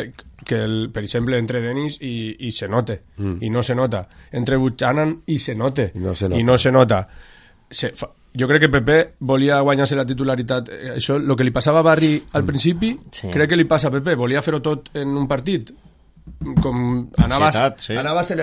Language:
Catalan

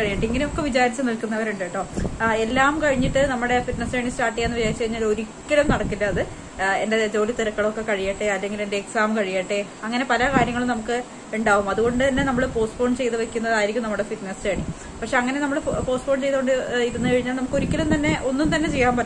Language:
Malayalam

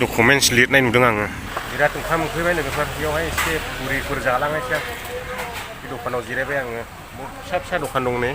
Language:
Bodo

